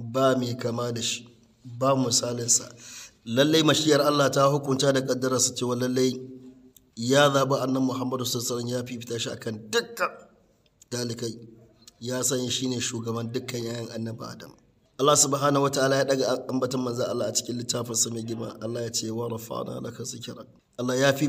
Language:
Hausa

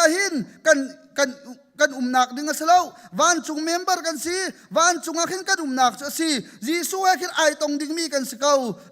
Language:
Hakha Chin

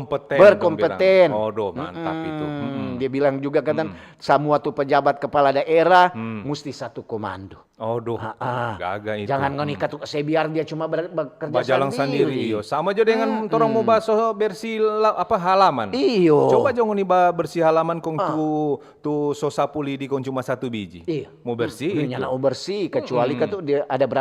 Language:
Manado Malay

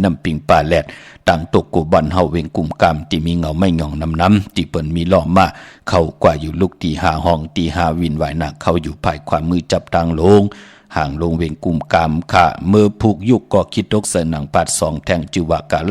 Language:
Shan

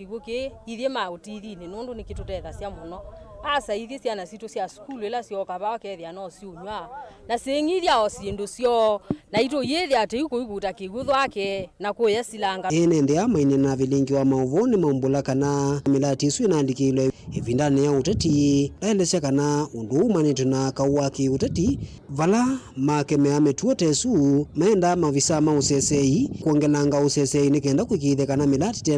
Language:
Kamba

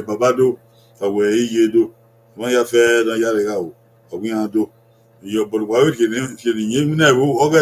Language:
Bini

